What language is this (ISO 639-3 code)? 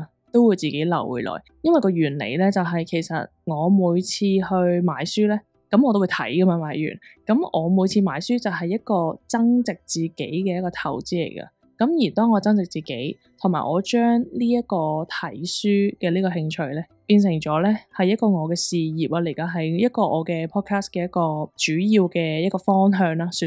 yue